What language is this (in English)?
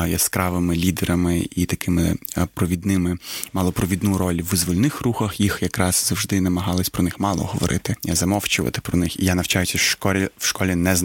Ukrainian